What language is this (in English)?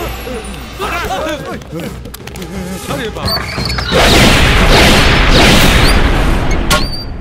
Bhojpuri